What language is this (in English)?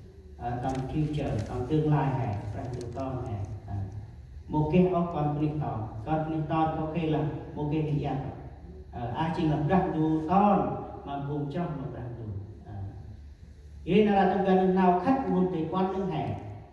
Central Mnong